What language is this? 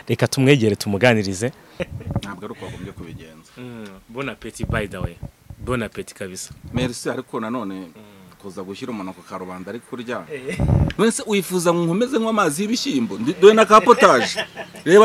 Kinyarwanda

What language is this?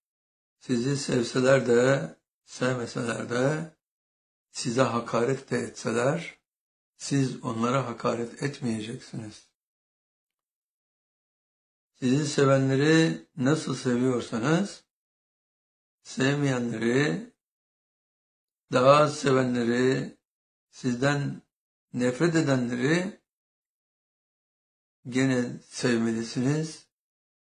Turkish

